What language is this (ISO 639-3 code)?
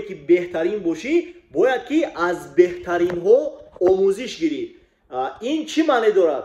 tgk